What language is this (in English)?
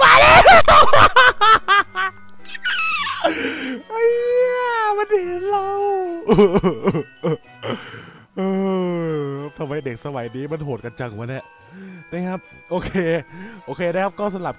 Thai